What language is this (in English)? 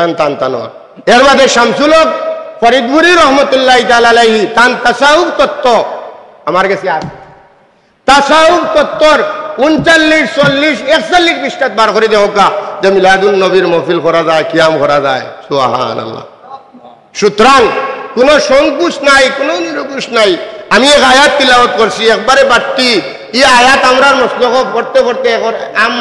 Sylheti